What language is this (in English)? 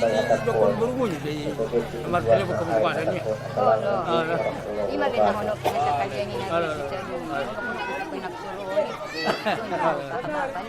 Batak Angkola